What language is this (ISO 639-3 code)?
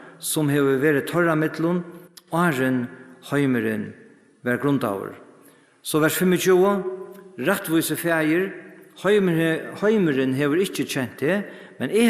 fao